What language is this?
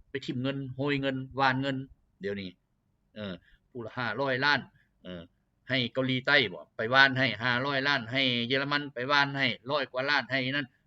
Lao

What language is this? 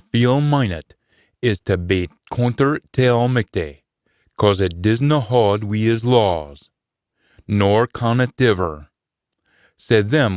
Scots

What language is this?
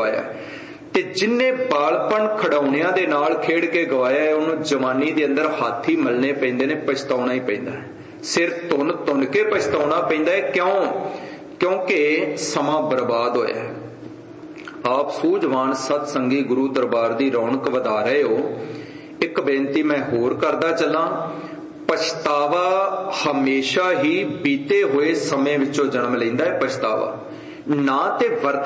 Punjabi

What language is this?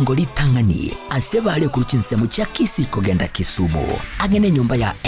Gusii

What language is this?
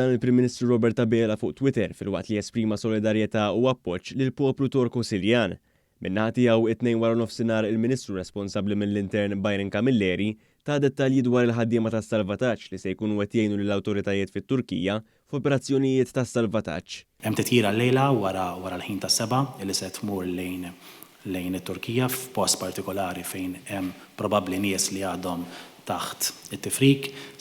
Maltese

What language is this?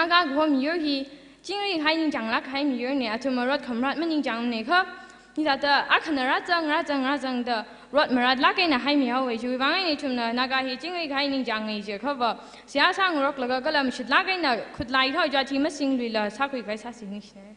Tangkhul Naga (India)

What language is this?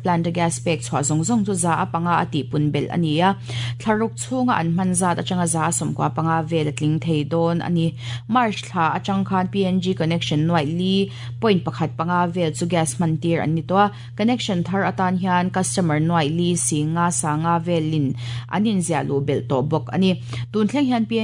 Mizo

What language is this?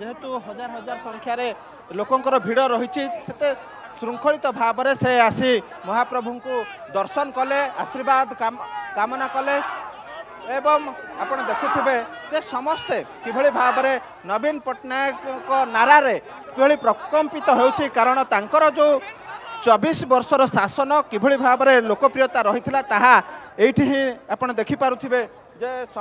Odia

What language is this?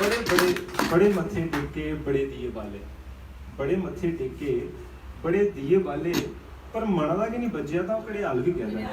Dogri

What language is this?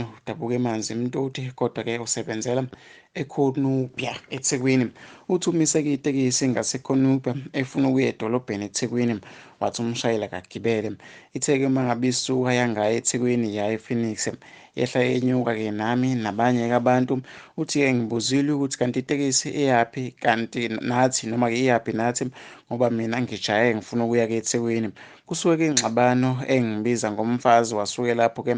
Zulu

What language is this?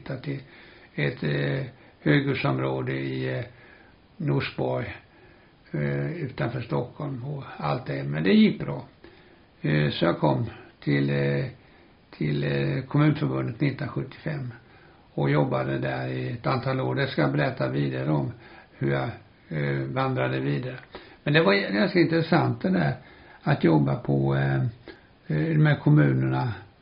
Swedish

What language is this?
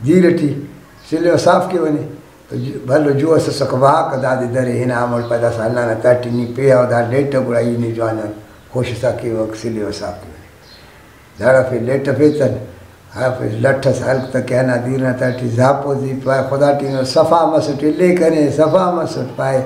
Brahui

